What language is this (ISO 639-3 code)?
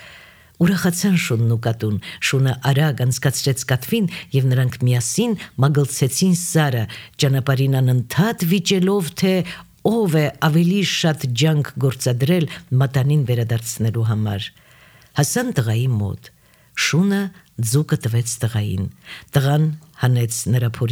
hye